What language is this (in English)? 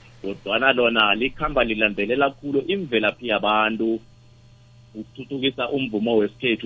South Ndebele